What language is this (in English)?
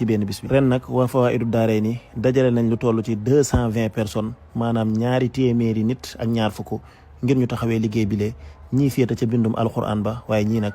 Wolof